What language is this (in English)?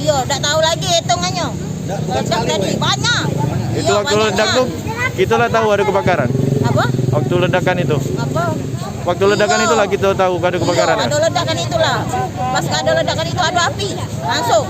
Musi